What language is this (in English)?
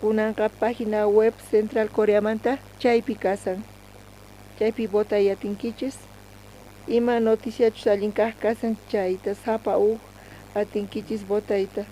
South Bolivian Quechua